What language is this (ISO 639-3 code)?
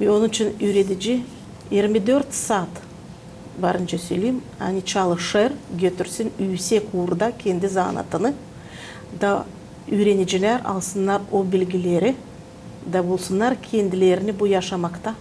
gag